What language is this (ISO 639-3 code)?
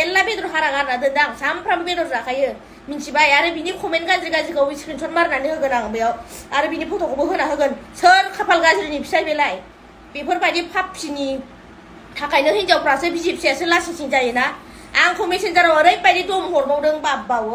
brx